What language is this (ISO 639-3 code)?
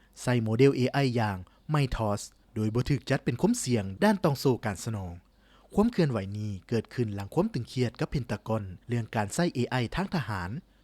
lao